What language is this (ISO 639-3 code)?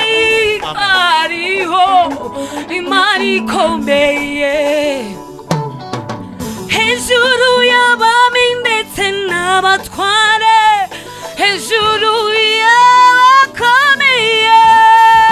kin